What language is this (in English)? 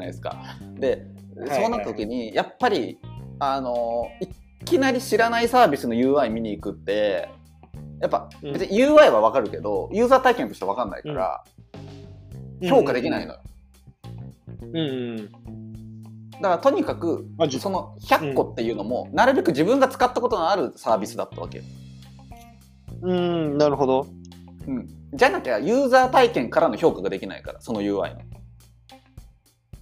Japanese